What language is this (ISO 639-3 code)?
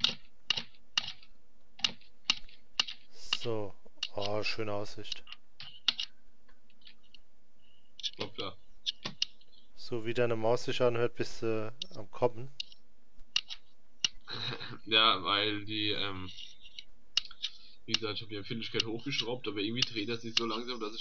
deu